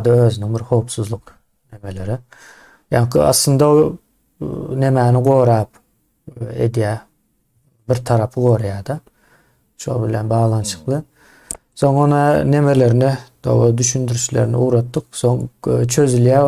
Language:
Turkmen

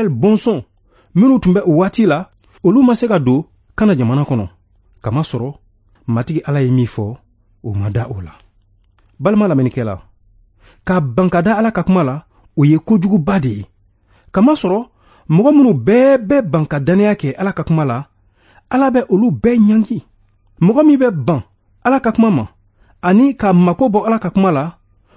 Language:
Bambara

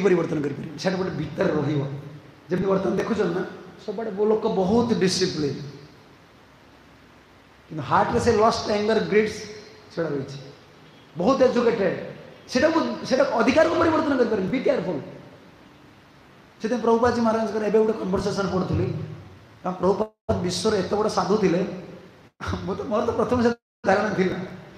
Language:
Odia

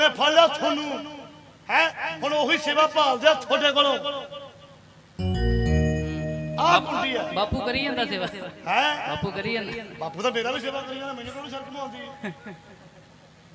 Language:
Punjabi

